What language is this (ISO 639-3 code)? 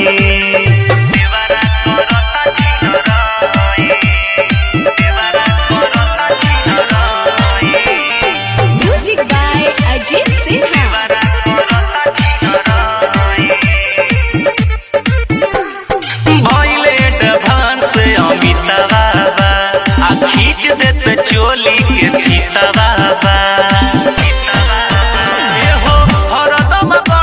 bho